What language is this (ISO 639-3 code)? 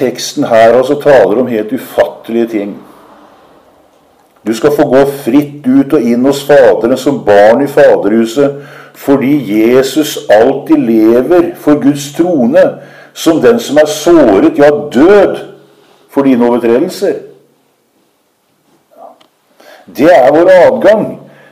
nor